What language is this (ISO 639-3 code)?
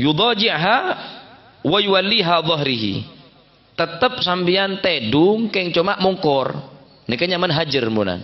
mad